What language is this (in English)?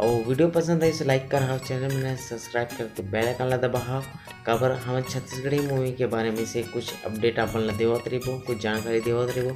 Chhattisgarhi